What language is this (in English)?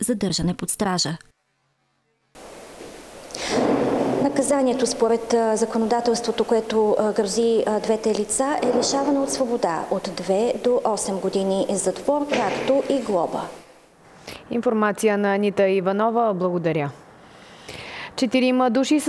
Bulgarian